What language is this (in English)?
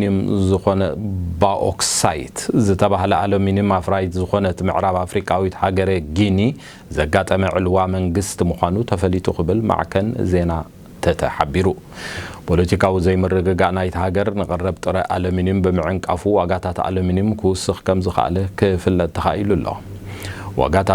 Tigrinya